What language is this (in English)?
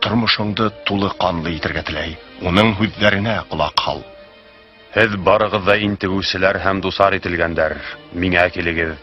Bashkir